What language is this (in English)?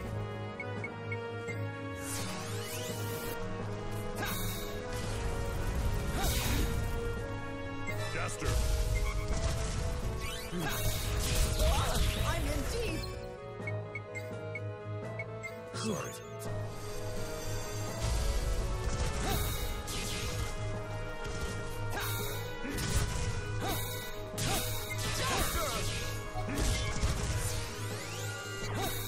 English